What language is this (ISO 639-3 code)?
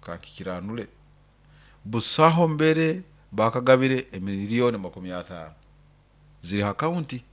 nyo